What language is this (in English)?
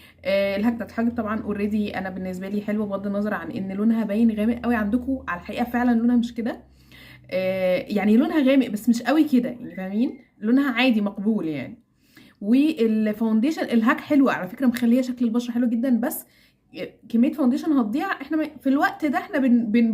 Egyptian Arabic